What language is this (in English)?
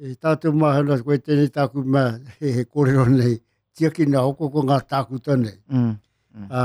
Māori